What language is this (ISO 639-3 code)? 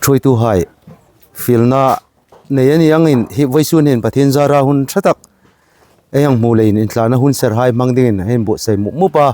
hmr